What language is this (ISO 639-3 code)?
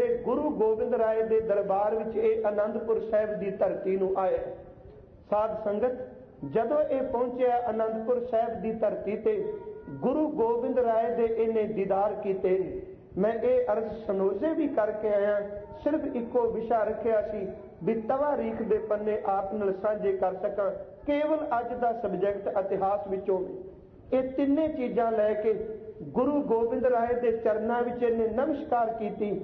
pan